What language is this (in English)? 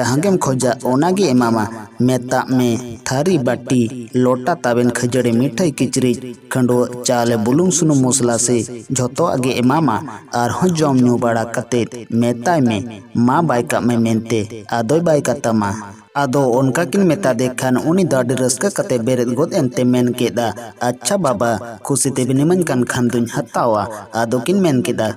Santali